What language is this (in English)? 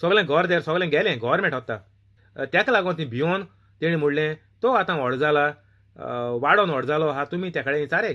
Konkani